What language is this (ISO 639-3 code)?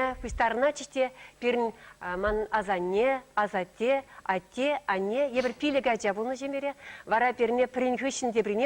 chv